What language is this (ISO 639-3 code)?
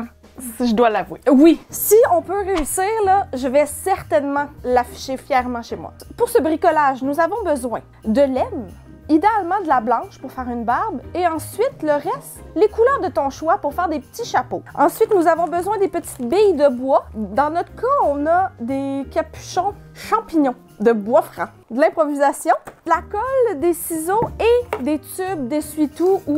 fra